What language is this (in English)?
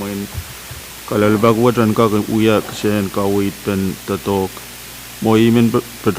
Pohnpeian